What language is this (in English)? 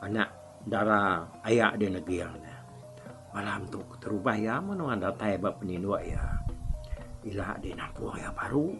Iban